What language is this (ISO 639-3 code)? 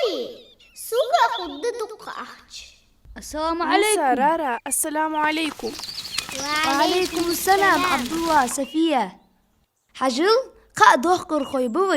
inh